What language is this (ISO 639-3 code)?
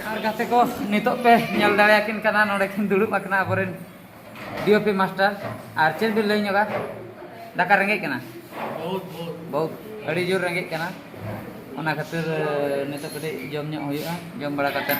sat